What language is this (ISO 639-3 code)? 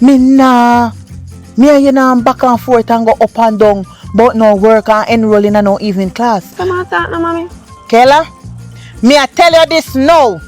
jam